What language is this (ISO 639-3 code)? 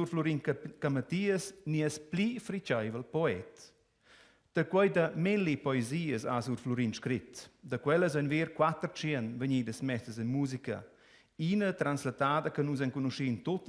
roh